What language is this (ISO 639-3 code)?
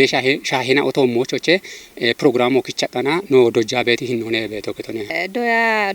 kbr